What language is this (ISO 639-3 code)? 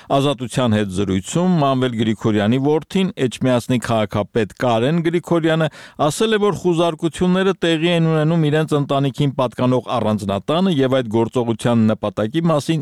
hye